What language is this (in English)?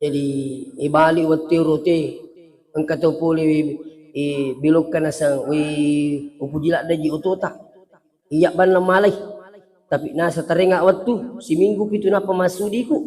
Buginese